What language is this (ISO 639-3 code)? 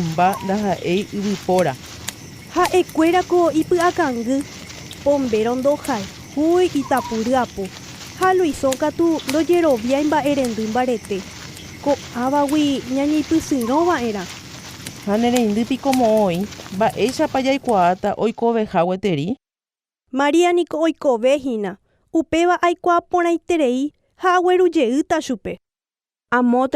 grn